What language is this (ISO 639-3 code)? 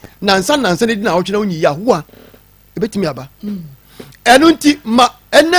aka